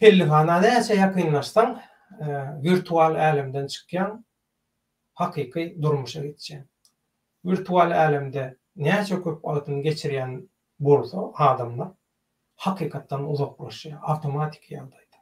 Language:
Turkmen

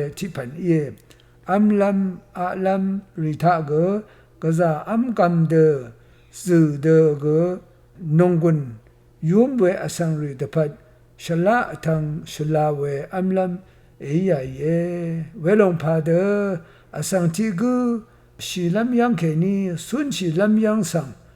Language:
Rawang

